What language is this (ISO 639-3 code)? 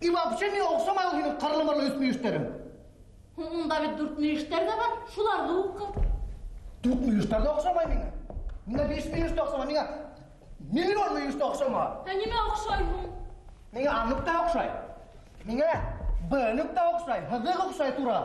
bak